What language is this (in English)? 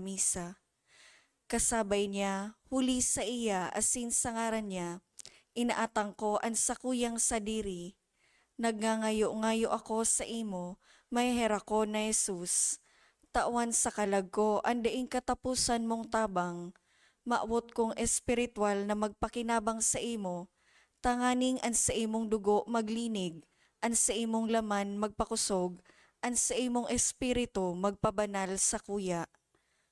Bikol